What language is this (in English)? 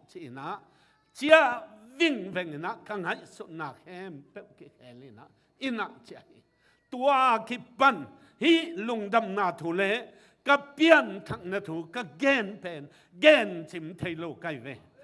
Tedim Chin